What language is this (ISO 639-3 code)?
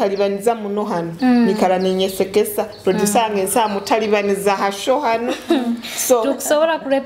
ttj